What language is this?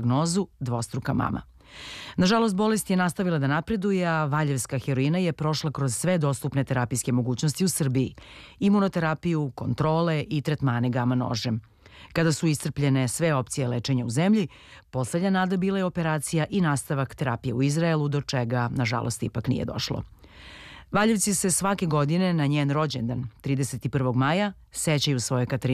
Serbian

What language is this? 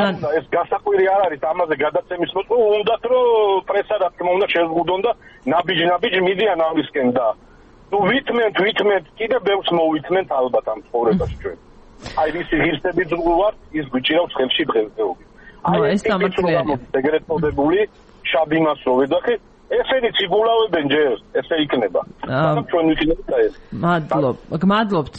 Georgian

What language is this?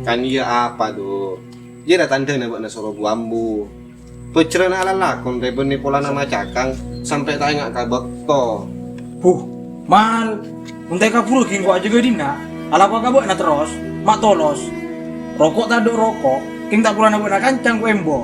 Madurese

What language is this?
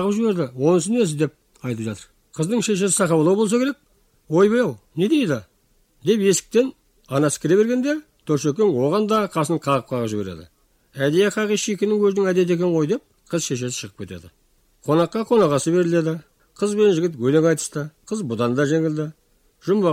Kazakh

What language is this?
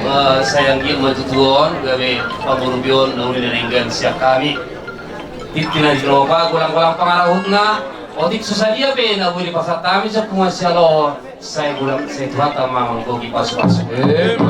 Batak Toba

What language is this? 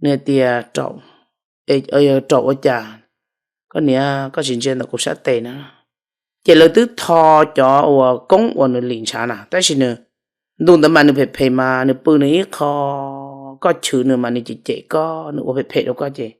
Hmong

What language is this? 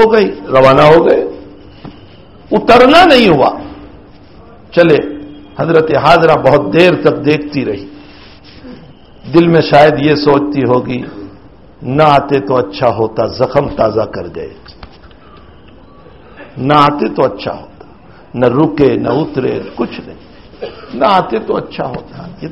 Urdu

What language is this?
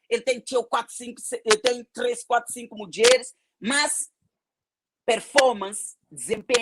Kabuverdianu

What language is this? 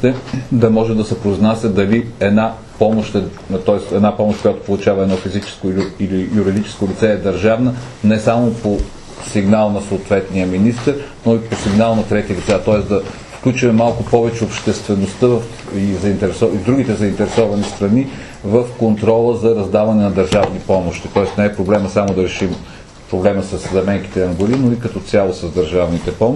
Bulgarian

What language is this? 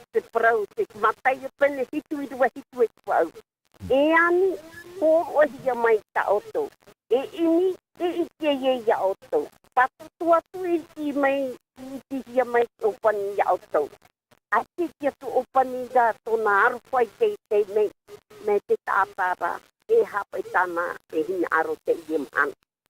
Tahitian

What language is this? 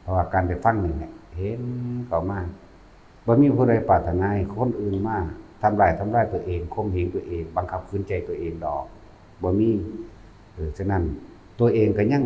Northeastern Thai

